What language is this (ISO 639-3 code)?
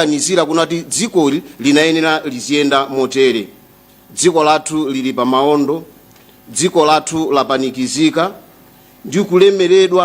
nya